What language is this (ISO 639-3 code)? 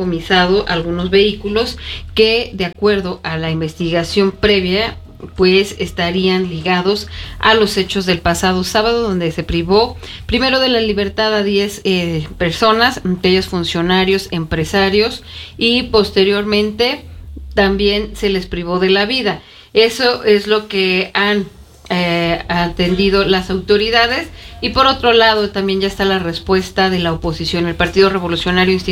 spa